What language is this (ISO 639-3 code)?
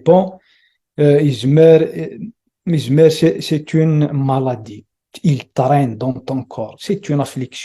kab